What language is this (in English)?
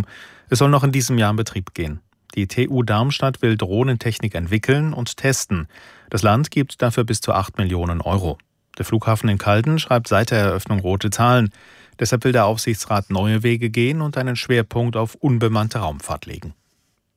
German